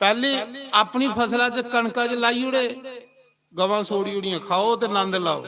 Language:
Dogri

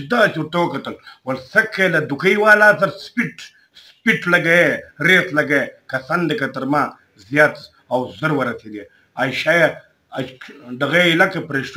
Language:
Pashto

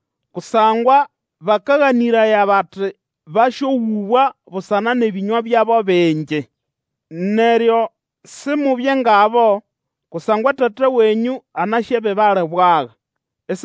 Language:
Nande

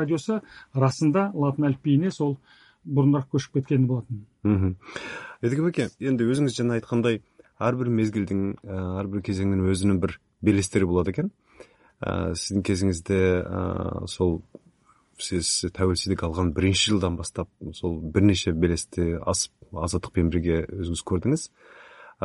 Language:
Kazakh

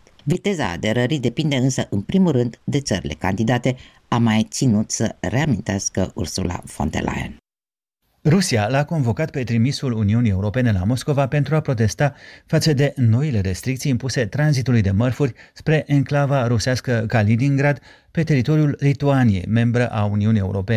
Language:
Romanian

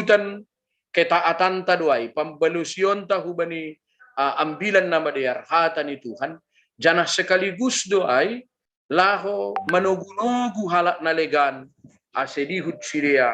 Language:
Batak Simalungun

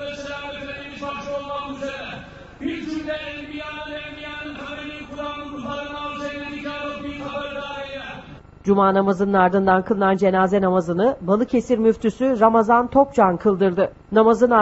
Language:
Turkish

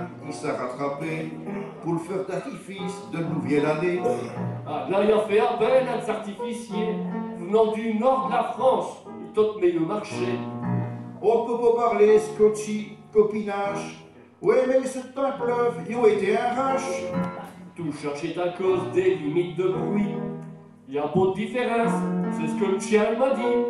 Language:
Picard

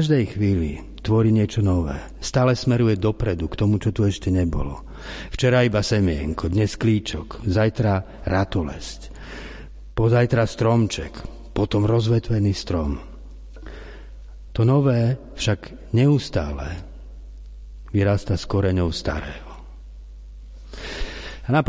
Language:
Slovak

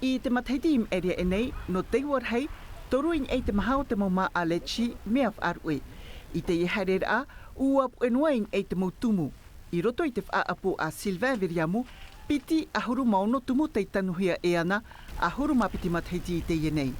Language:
Tahitian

